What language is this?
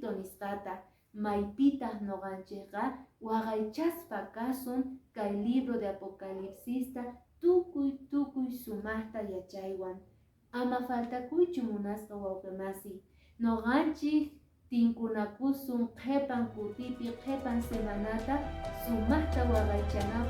Quechua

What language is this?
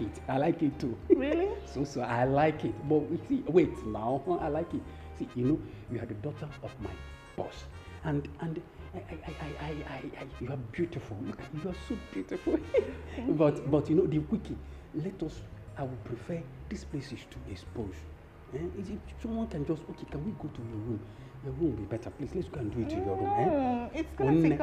Nigerian Pidgin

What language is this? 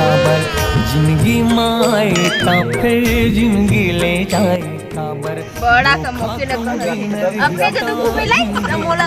Chhattisgarhi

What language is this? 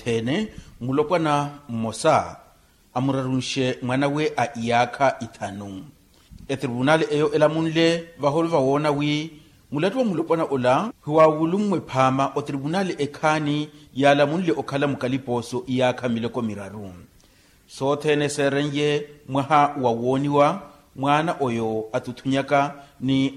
Makhuwa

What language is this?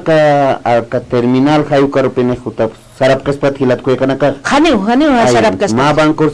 Aymara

